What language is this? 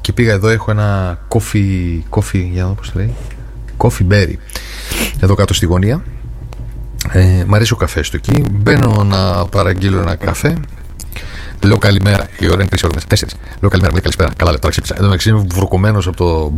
Greek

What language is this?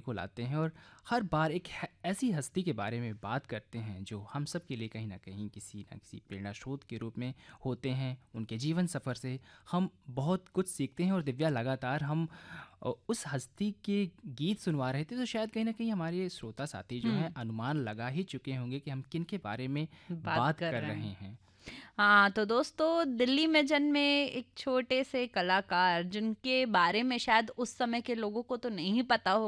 Hindi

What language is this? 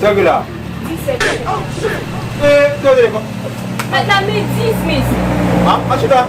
Haitian Creole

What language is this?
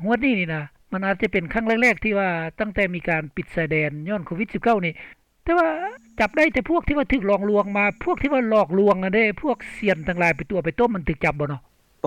Lao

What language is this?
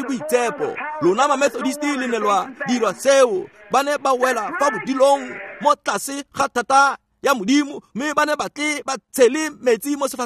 Tswana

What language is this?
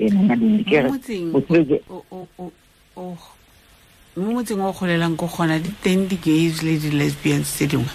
Tswana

